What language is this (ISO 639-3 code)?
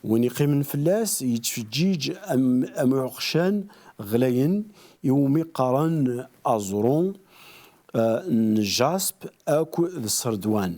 kab